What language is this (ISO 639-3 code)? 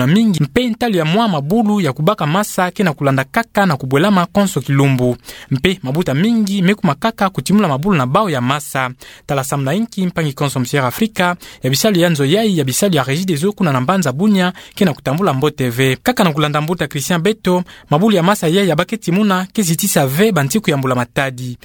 ktu